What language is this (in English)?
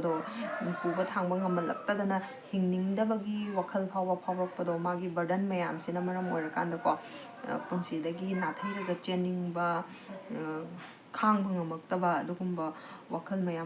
Manipuri